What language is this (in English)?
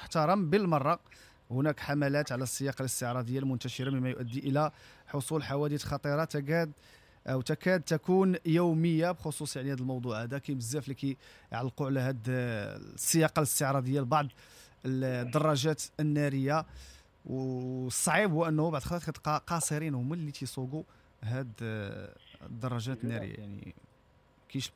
Moroccan Arabic